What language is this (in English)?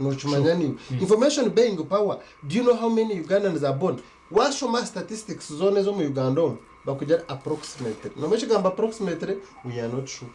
Nyankole